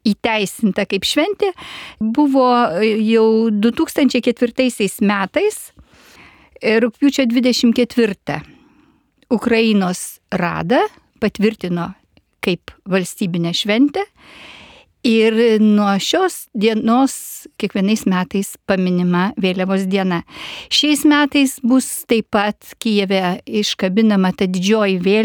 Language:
Lithuanian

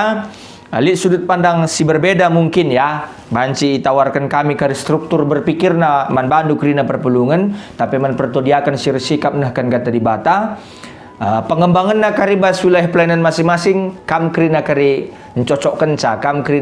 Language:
Batak Karo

